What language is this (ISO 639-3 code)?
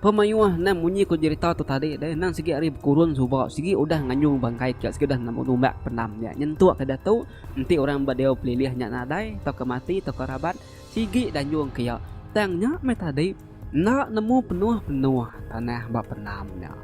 iba